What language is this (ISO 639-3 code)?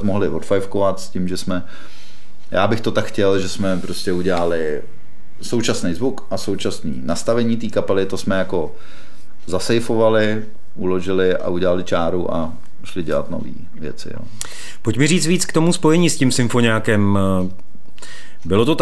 ces